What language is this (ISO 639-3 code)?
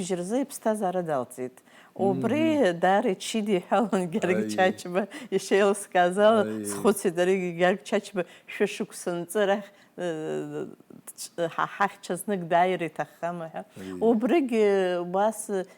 abk